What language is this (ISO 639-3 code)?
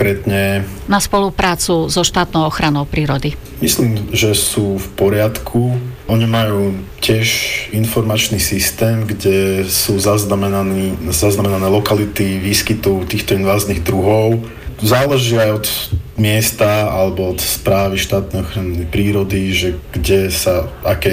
slk